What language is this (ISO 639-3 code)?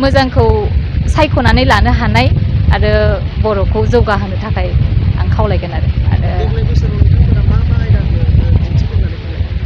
brx